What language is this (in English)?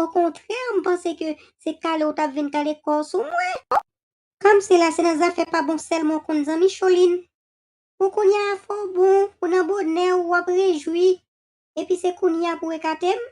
Haitian Creole